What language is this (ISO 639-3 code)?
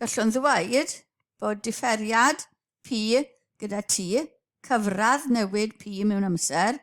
cym